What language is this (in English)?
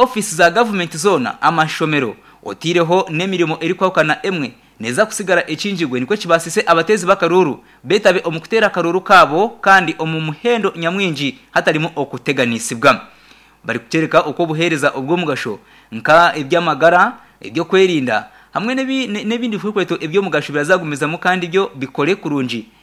Nyankole